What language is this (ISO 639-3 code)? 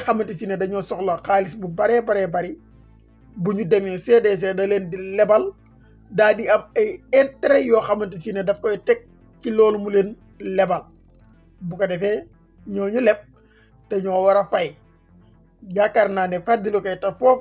wol